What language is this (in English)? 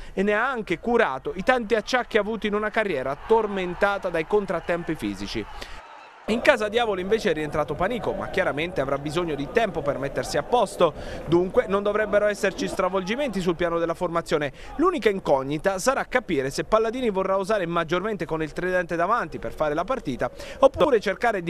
Italian